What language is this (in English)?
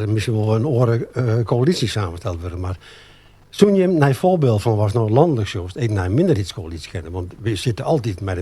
Western Frisian